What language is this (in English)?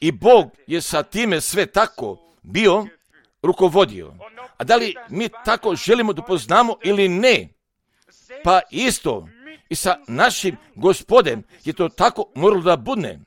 Croatian